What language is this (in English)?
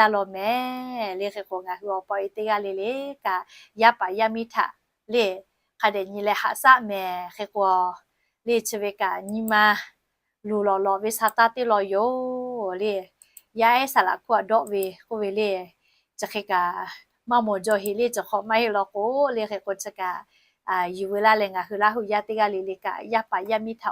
Lahu